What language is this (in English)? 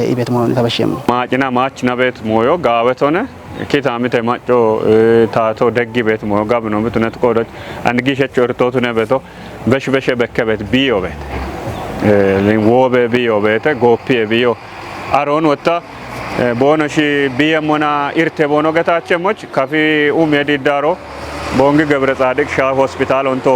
Kafa